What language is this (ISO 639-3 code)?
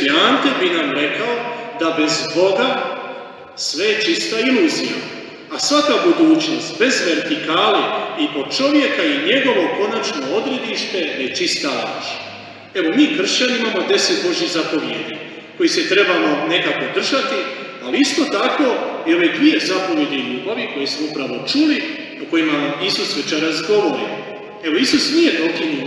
hrv